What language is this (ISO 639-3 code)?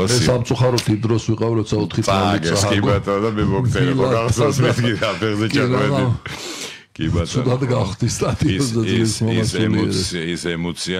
kat